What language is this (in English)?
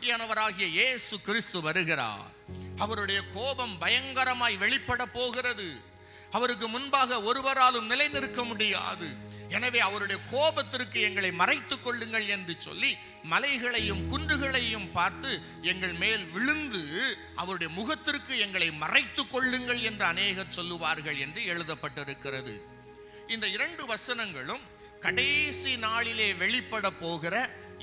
Tamil